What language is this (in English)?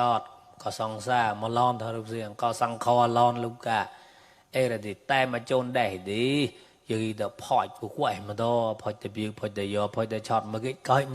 Mon